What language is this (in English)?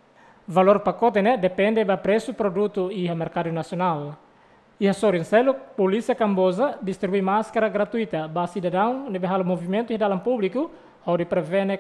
Tetum